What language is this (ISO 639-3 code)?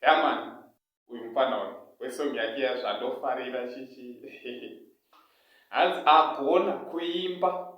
sna